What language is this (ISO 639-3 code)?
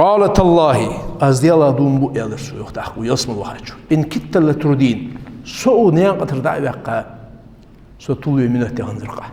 inh